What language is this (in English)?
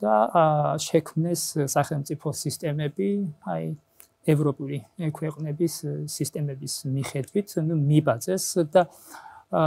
Georgian